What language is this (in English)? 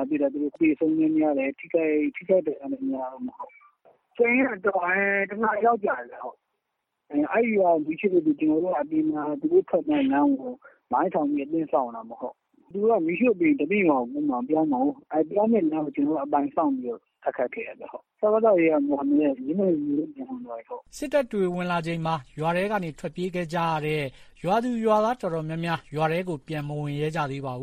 Burmese